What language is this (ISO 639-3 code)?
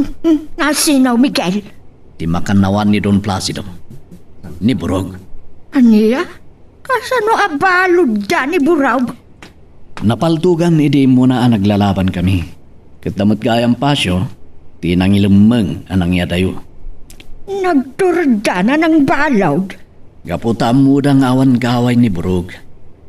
ilo